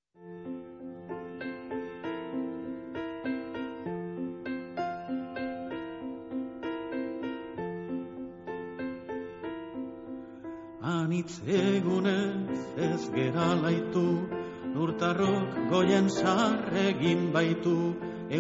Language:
Basque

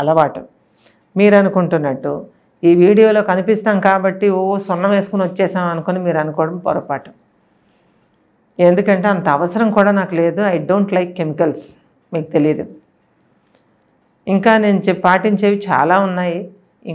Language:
Telugu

